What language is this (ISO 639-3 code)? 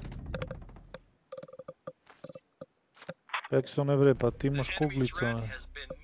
srp